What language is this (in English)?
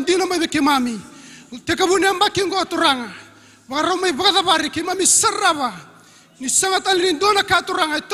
Fijian